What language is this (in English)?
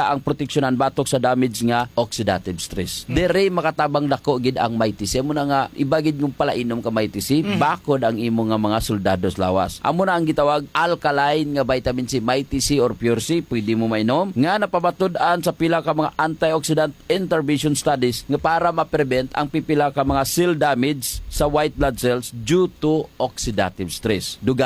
Hiligaynon